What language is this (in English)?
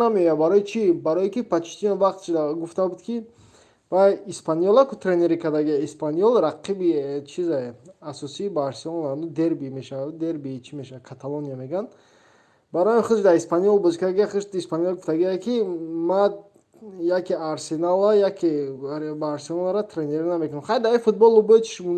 Tajik